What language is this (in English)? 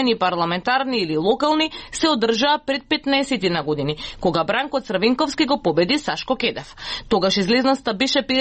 Macedonian